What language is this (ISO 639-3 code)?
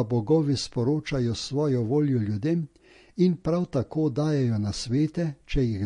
slv